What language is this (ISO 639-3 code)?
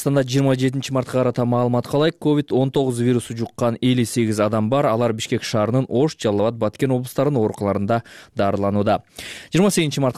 kir